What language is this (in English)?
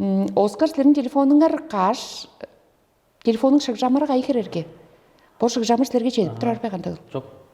Tuvinian